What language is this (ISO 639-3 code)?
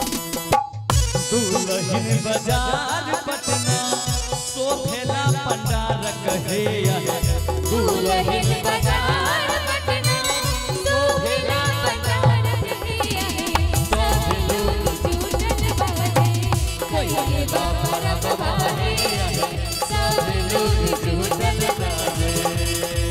bho